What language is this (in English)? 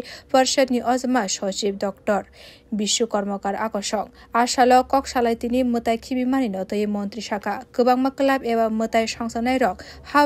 Kok Borok